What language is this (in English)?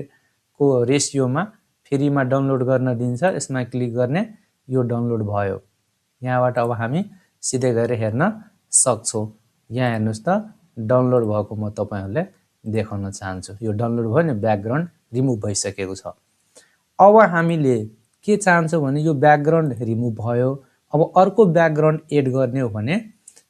Nepali